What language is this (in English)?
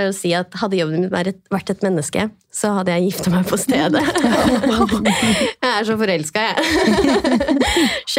Norwegian